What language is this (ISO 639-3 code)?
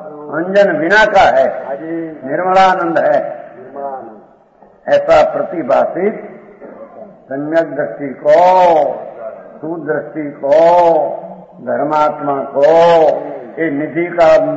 hin